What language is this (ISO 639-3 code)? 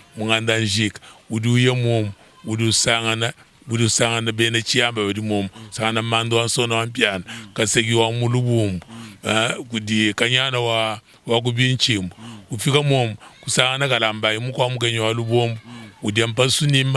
lua